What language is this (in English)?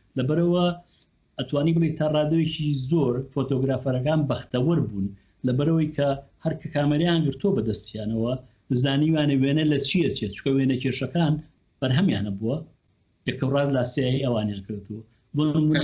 Central Kurdish